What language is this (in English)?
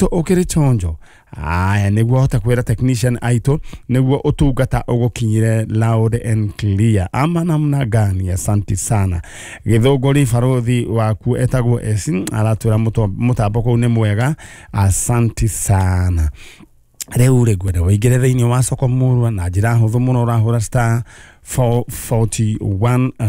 Kikuyu